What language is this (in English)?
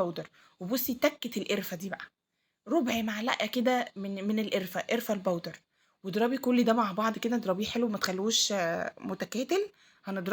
Egyptian Arabic